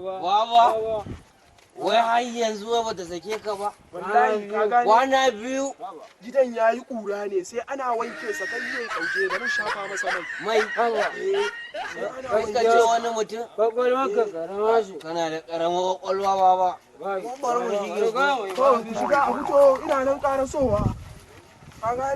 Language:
Hausa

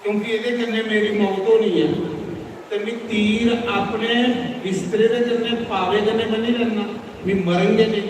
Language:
Dogri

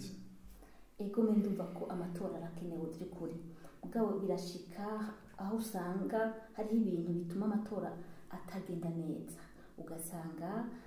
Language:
Rundi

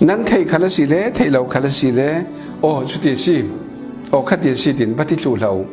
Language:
Falam Chin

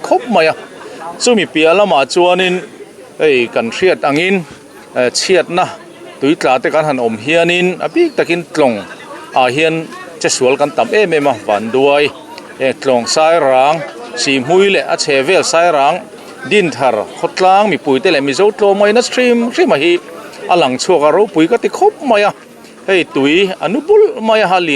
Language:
Mizo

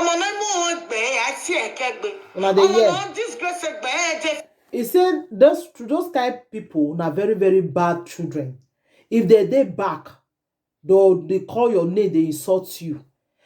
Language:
Nigerian Pidgin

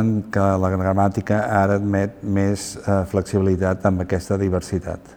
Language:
Catalan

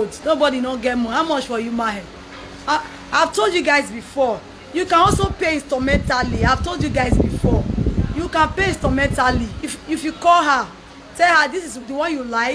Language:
Nigerian Pidgin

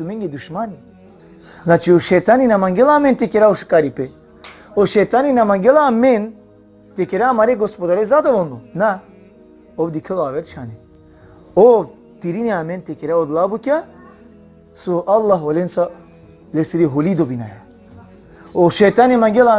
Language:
Balkan Romani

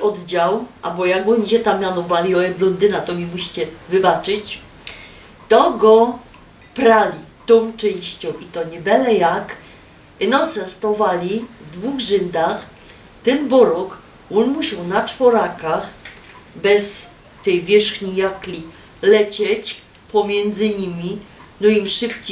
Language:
Silesian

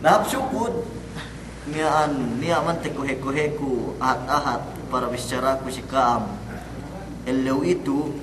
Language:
Yakan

